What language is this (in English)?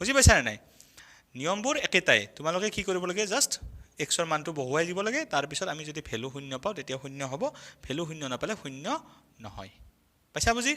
Assamese